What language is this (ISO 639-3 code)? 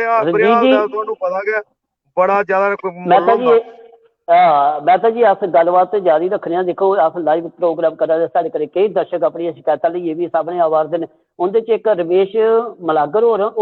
doi